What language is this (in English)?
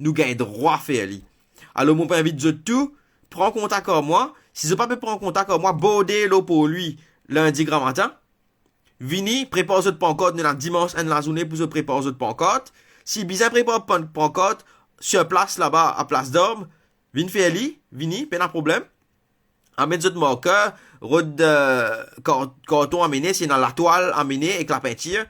Morisyen